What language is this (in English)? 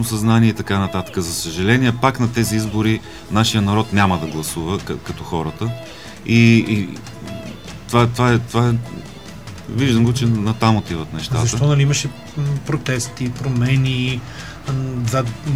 Bulgarian